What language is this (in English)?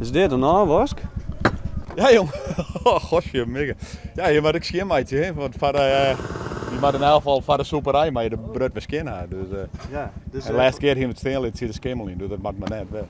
Western Frisian